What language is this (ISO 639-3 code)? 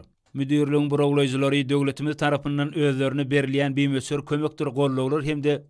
tuk